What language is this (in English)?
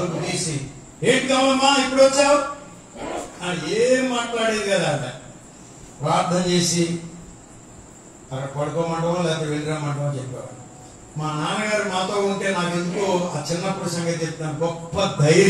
Telugu